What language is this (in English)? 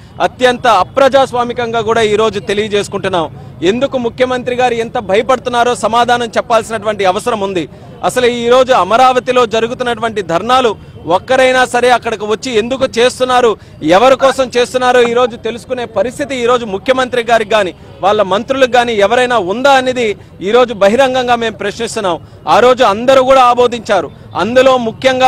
Telugu